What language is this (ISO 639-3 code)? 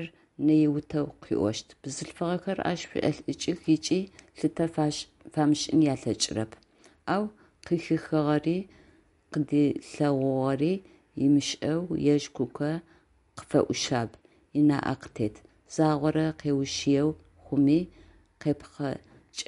ady